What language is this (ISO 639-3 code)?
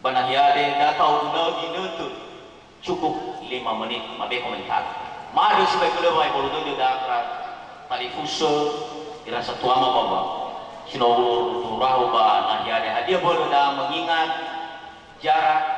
nia